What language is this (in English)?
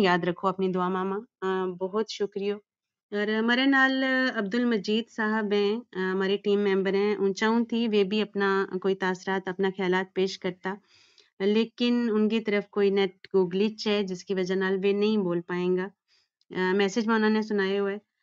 Gujari